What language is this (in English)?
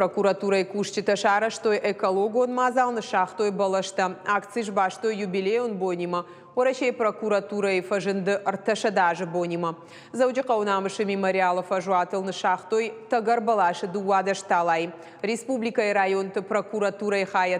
Ossetic